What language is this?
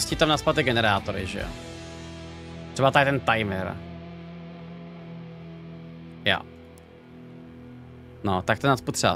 Czech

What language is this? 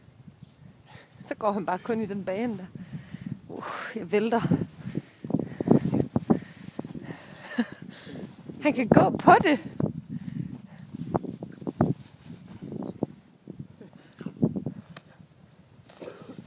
Danish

